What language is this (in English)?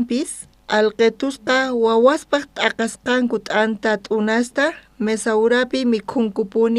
South Bolivian Quechua